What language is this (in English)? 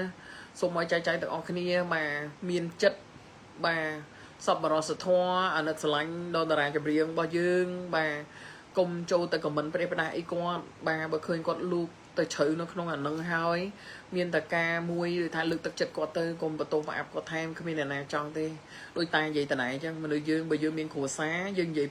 Khmer